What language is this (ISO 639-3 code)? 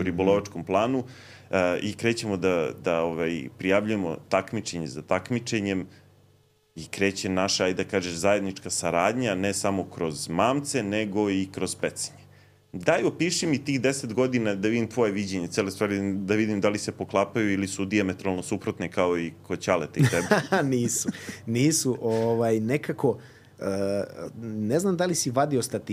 srp